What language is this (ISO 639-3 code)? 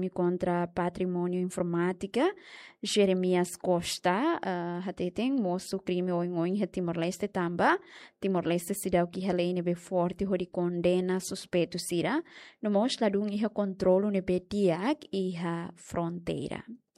tet